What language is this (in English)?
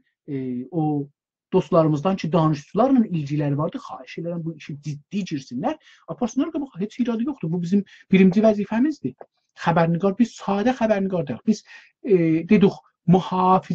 South Azerbaijani